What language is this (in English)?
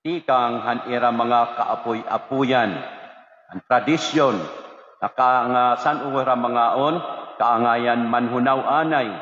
Waray